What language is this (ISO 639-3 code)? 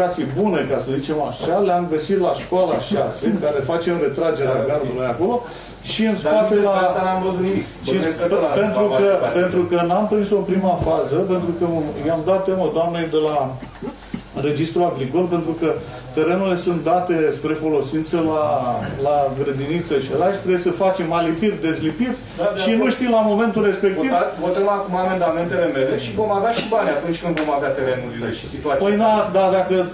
ron